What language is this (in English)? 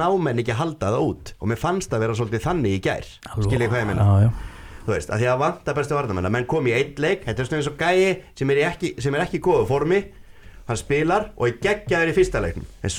Icelandic